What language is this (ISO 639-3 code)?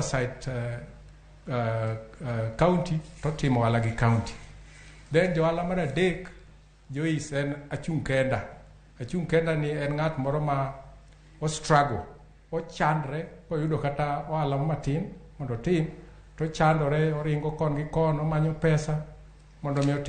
luo